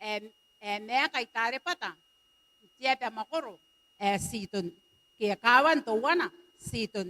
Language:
Gilbertese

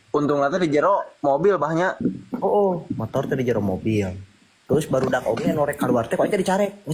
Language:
Sundanese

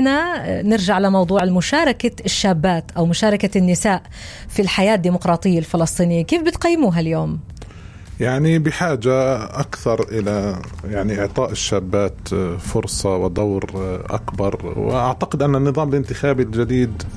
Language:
North Levantine Arabic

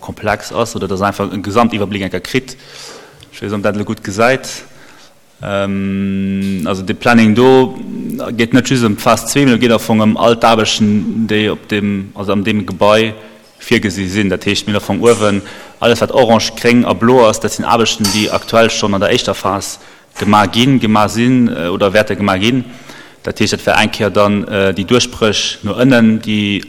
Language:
Luxembourgish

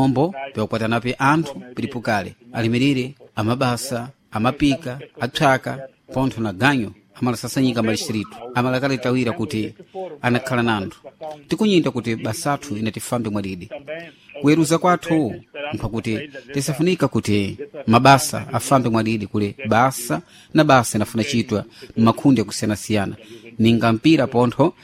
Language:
Sena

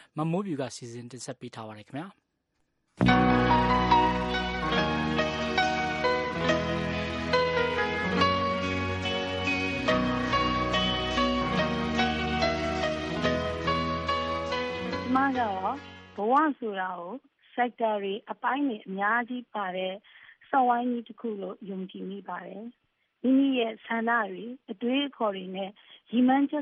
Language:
Burmese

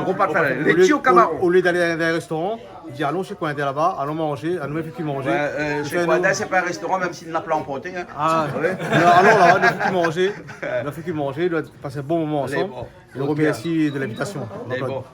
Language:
Réunion Creole French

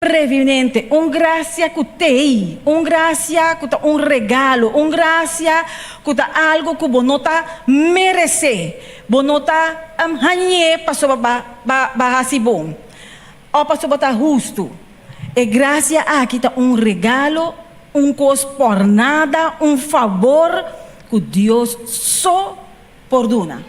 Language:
Papiamento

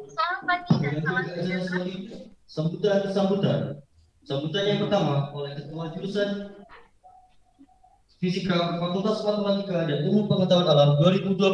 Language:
Indonesian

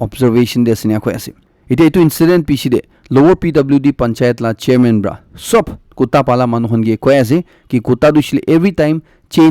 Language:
Naga Pidgin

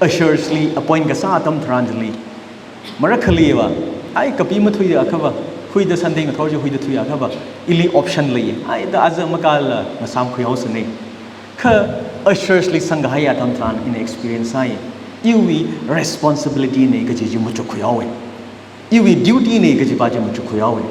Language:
Tangkhul Naga (India)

